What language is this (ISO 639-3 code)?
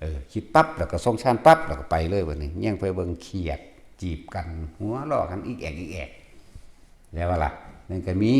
tts